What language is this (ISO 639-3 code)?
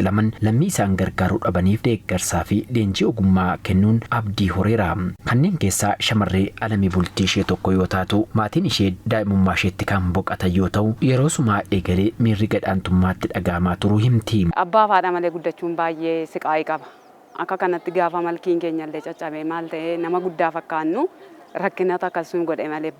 orm